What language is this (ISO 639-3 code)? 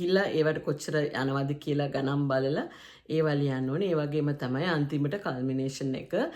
sin